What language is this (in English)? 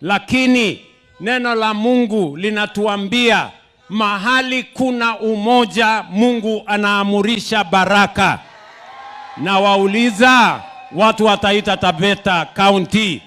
Swahili